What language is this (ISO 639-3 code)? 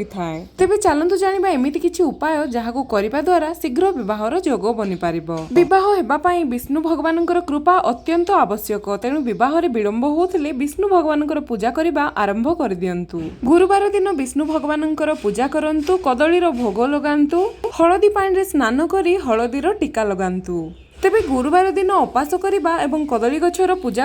ori